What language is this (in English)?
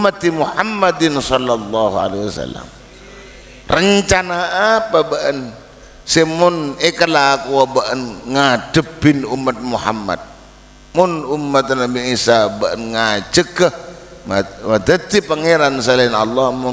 Madurese